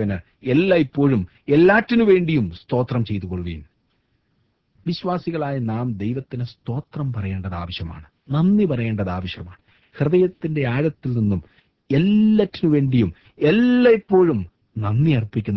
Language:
Malayalam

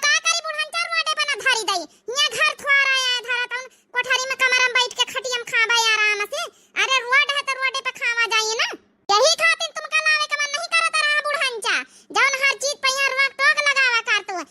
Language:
Awadhi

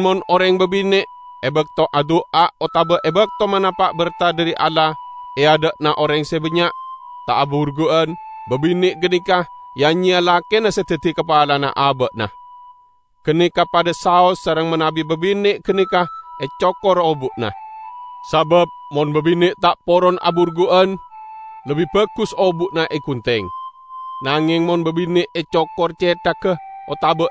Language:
Madurese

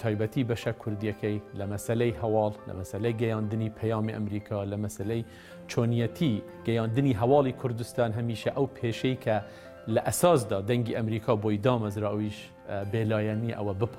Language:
Central Kurdish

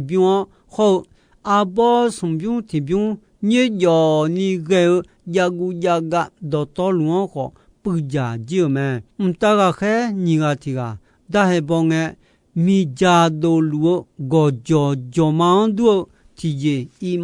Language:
Akha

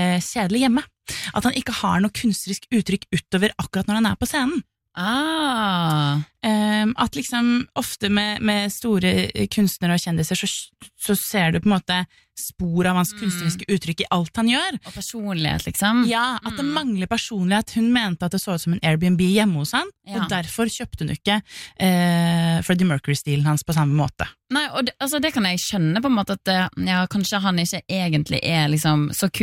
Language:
Norwegian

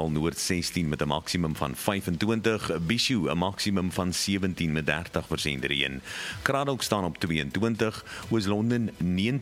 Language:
Afrikaans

